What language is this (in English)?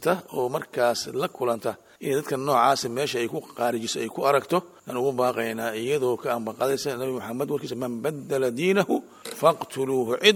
Somali